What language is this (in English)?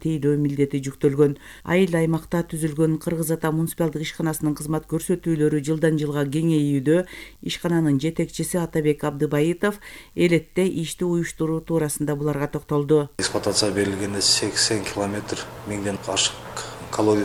Kyrgyz